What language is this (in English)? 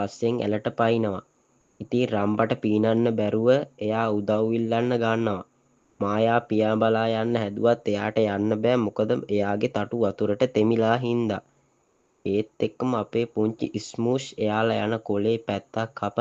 Sinhala